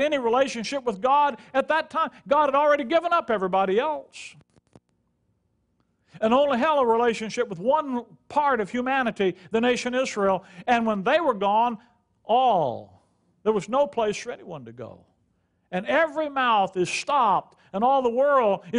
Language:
English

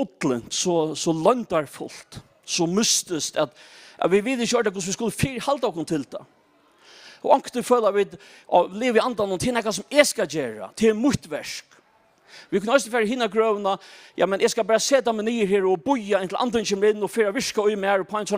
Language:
Faroese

